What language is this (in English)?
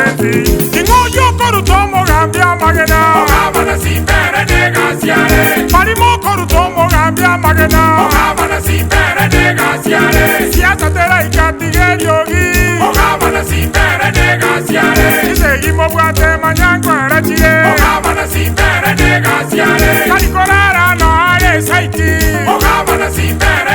Gusii